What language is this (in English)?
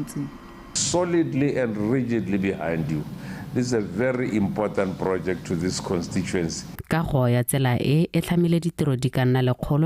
Tswana